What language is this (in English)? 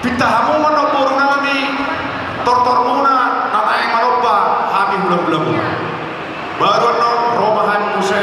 Batak Toba